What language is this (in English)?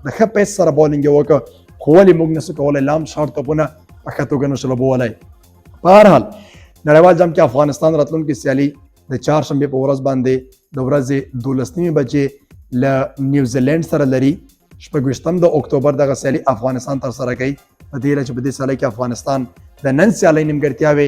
Pashto